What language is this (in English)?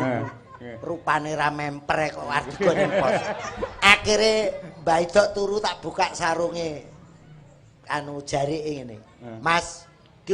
Javanese